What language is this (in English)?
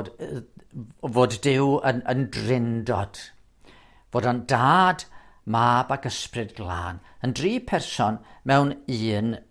Welsh